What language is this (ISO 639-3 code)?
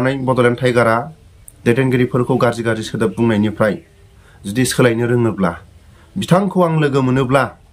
brx